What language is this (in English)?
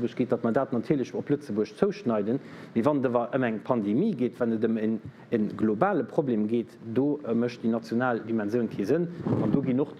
Luxembourgish